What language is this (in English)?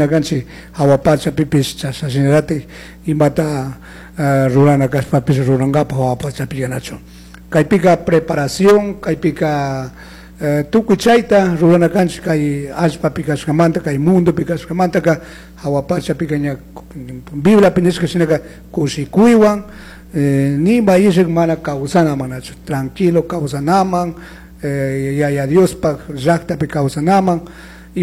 Chimborazo Highland Quichua